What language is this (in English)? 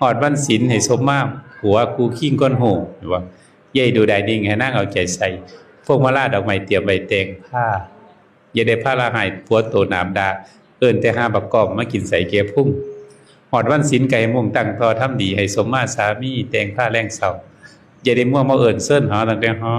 Northeastern Thai